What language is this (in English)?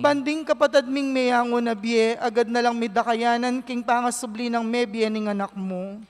Pampanga